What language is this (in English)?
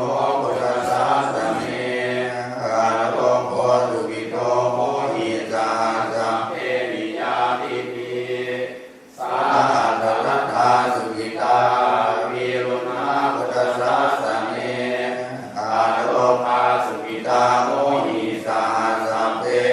Pali